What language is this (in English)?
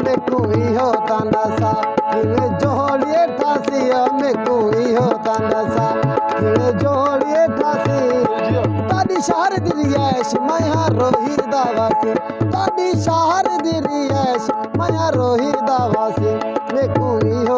Saraiki